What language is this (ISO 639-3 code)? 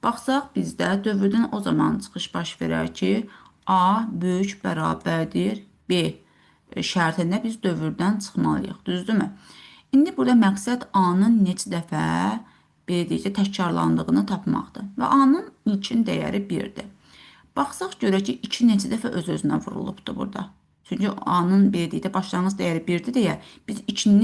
aze